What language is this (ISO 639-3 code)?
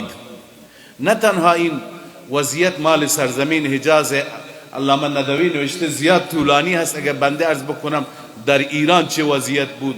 fas